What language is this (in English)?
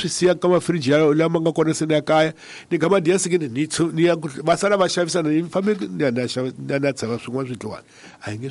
Tsonga